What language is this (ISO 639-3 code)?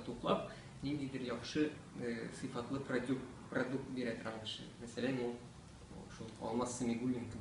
tat